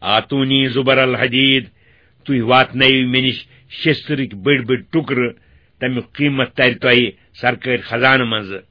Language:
Kashmiri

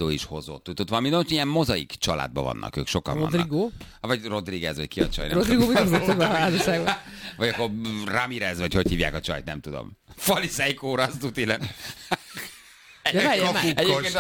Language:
Hungarian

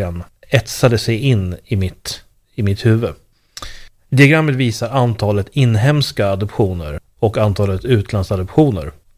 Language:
Swedish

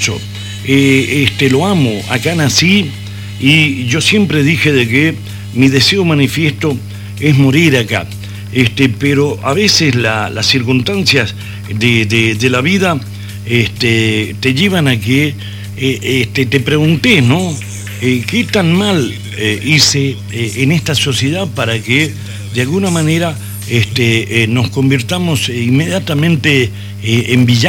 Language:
Spanish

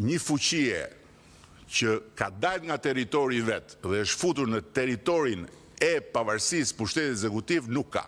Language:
Albanian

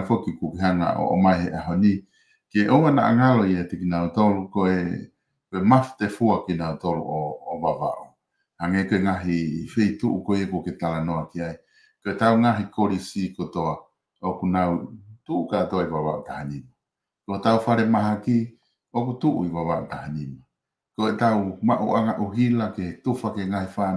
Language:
Tongan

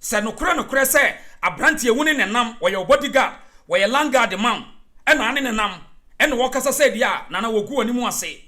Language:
Akan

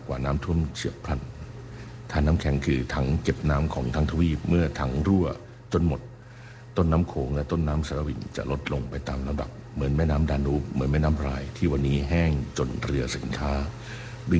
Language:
Thai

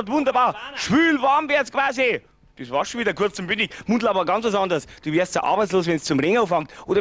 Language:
Bavarian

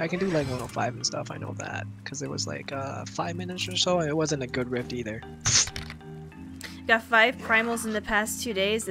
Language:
English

